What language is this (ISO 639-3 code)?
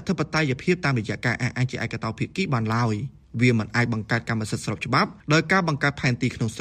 khm